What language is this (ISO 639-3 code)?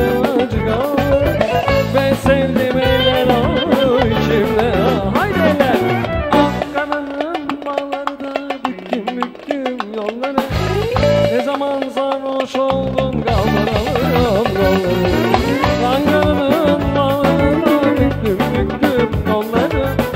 tur